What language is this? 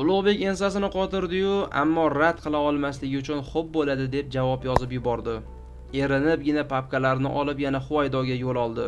Uzbek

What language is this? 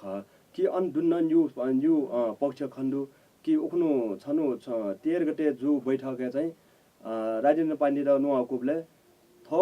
Newari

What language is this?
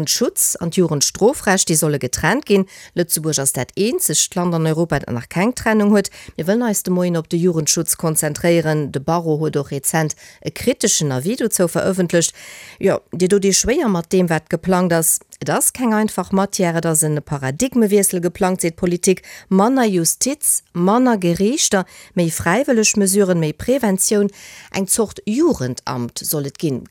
Luxembourgish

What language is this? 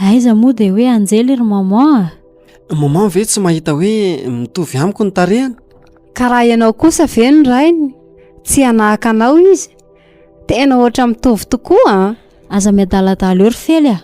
Malagasy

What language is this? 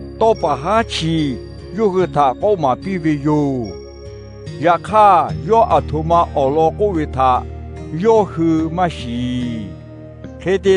Lahu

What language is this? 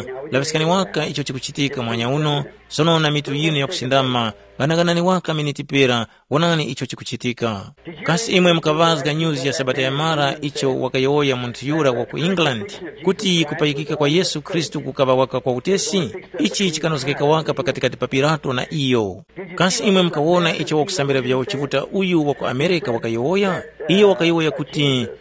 Tumbuka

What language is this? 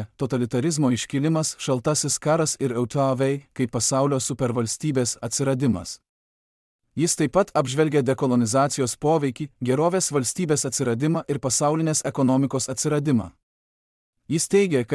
Lithuanian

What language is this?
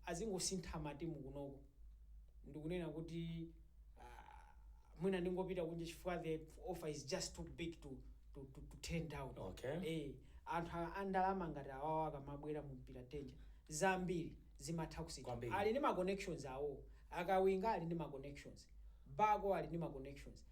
Nyanja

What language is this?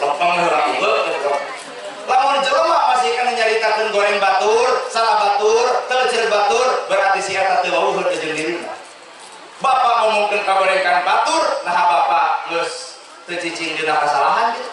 Sundanese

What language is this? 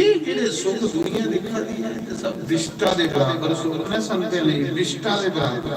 Dogri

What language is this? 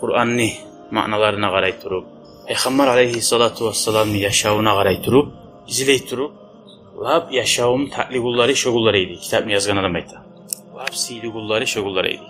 Kumyk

